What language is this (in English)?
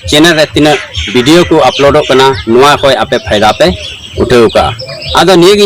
Santali